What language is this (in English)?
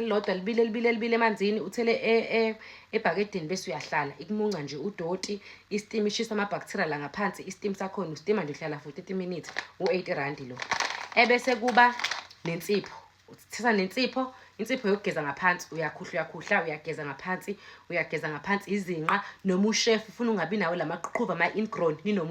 Zulu